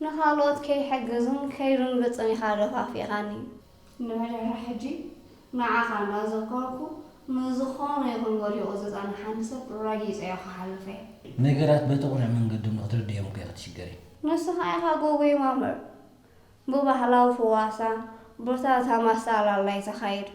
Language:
Tigrinya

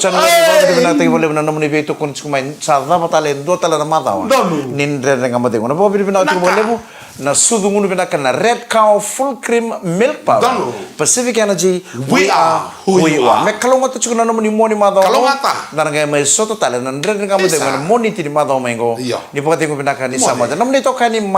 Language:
Fijian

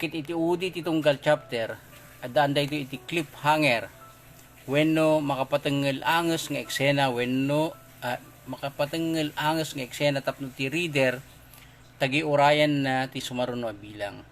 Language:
Iloko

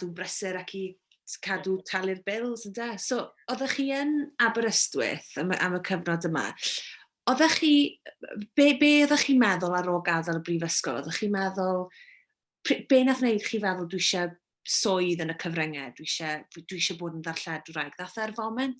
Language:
Welsh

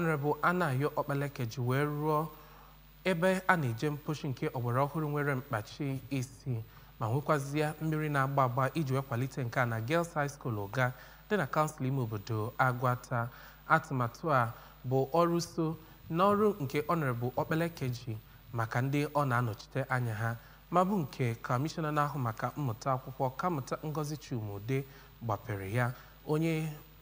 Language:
Igbo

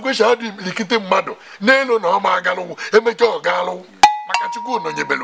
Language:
Igbo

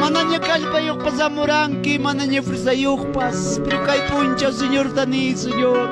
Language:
Ayacucho Quechua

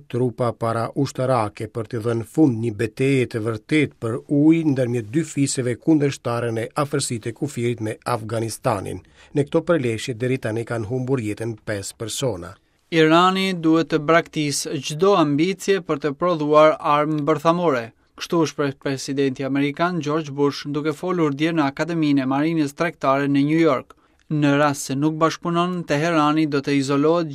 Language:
Albanian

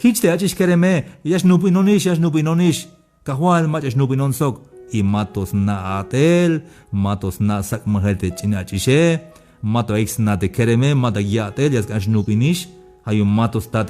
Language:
Tzeltal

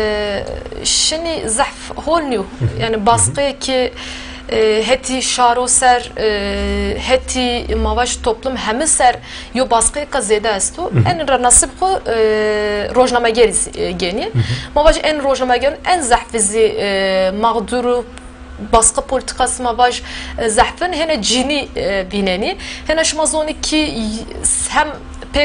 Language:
Zaza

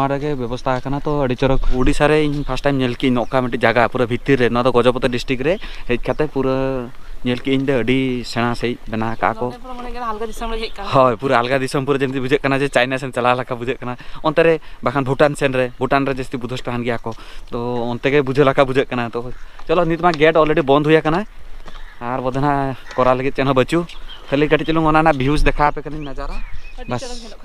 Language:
Santali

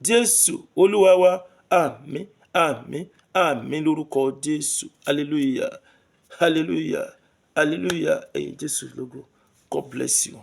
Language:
Yoruba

